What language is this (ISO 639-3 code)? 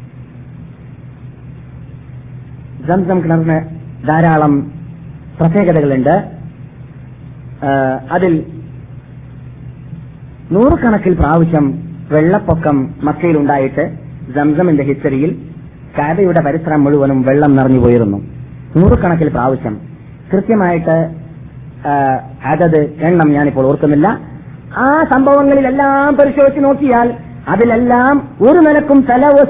mal